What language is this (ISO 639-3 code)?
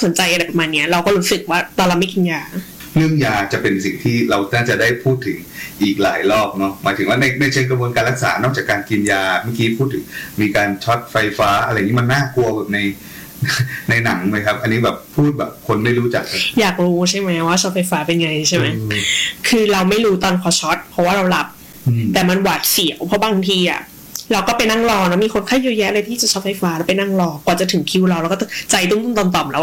tha